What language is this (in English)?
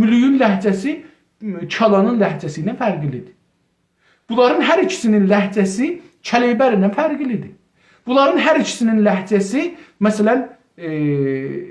South Azerbaijani